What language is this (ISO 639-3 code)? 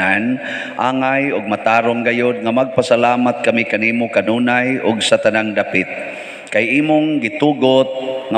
ceb